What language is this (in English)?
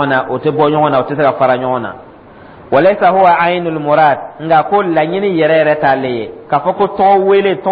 Dyula